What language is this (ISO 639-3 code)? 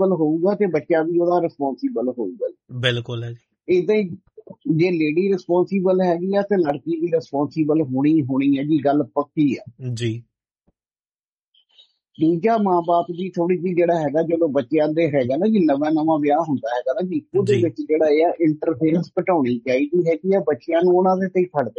pan